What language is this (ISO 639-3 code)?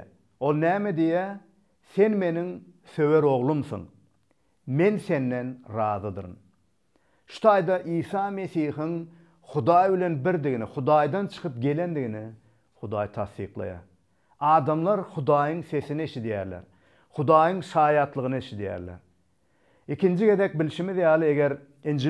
tuk